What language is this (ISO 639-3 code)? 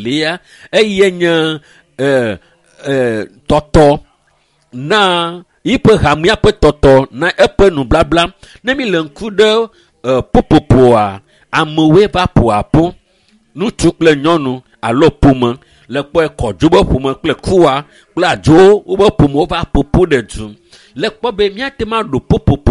ewe